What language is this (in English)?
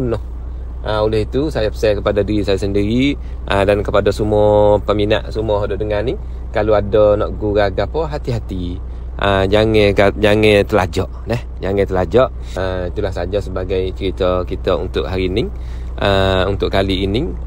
Malay